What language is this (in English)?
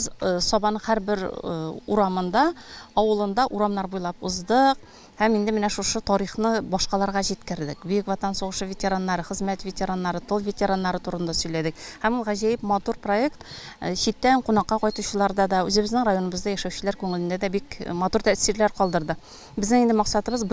Tatar